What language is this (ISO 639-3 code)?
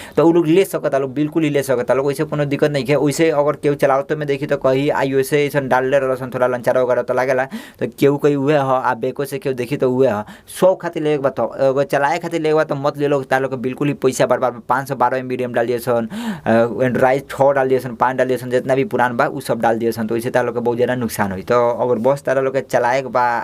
bho